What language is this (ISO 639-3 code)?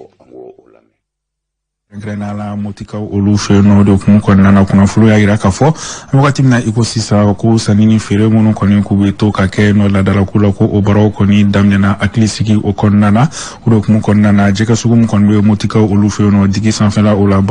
bam